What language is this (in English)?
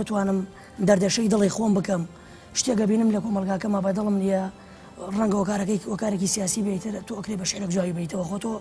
Central Kurdish